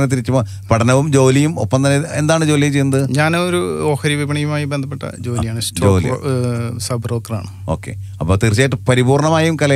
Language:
Malayalam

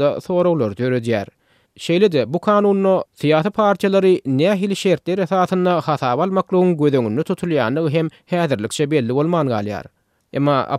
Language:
Turkmen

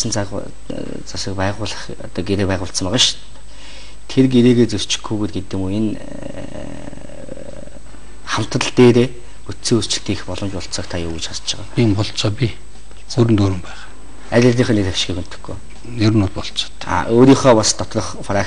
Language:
Mongolian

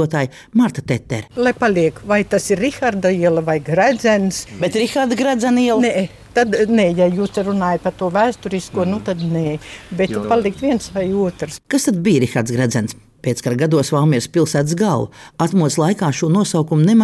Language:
Latvian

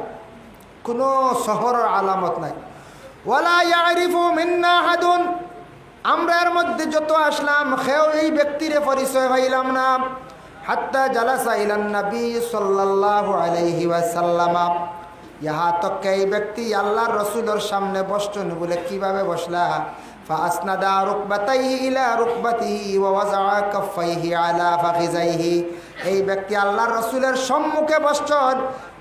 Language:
Sylheti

